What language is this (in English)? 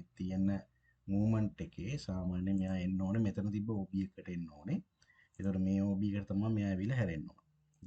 Sinhala